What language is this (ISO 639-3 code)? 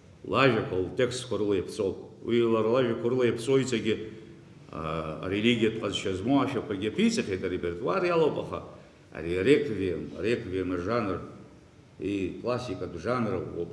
abk